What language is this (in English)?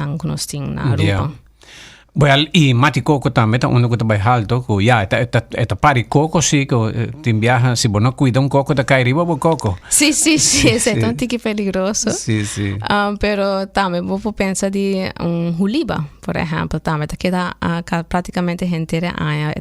Papiamento